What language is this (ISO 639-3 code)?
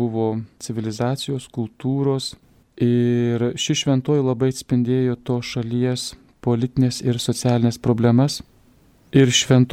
lit